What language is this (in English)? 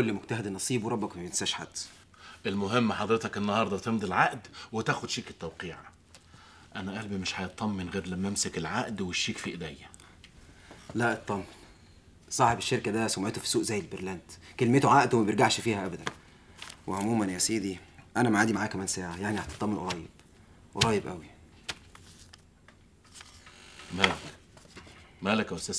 Egyptian Arabic